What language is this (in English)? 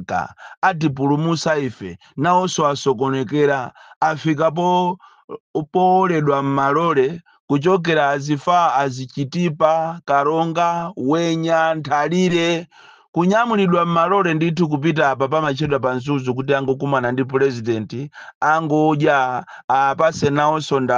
Nyanja